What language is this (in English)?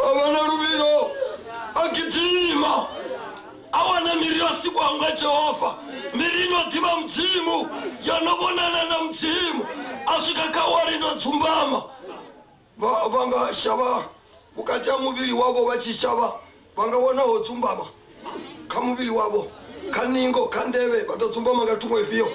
Venda